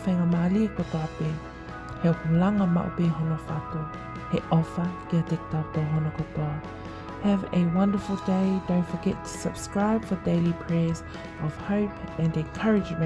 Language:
Tongan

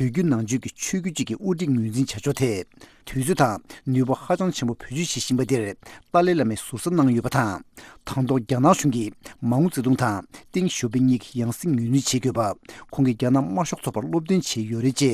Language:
Tibetan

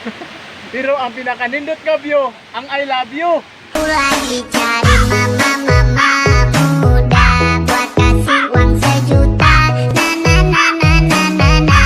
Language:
Cebuano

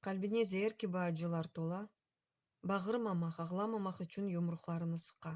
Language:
Crimean Tatar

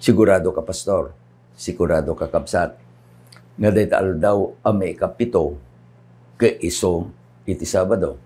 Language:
Iloko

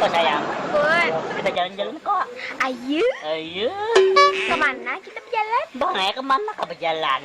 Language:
Banjar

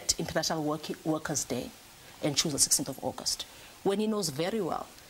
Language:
English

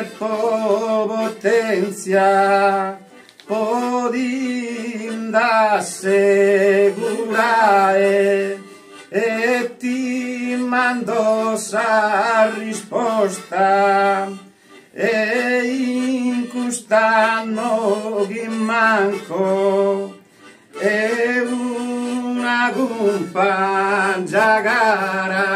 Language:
Sardinian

